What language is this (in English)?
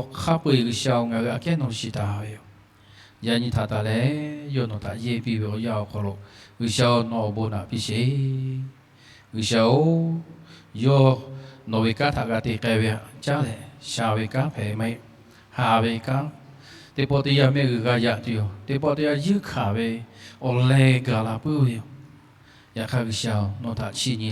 Lahu